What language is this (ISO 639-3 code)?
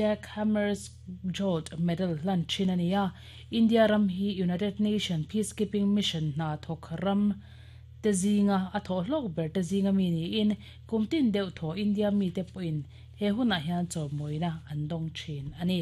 lus